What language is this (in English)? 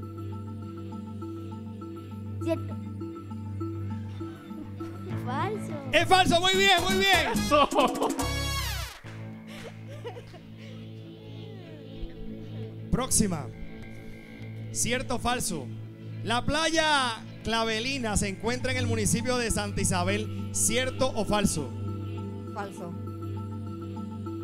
Spanish